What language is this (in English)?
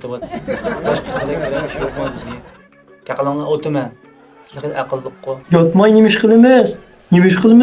Uyghur